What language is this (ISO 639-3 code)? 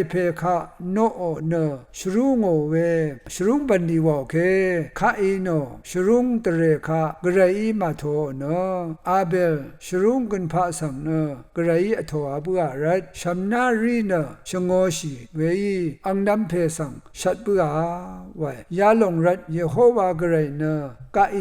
raw